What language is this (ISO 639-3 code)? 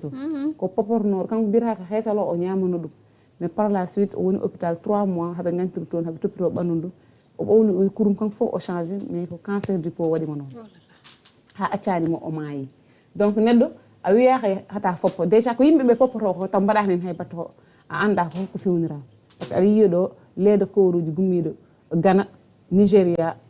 ful